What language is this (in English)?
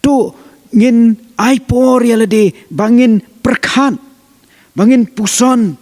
Khasi